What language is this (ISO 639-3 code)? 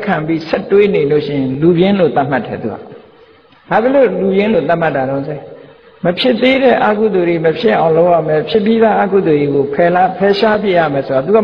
mya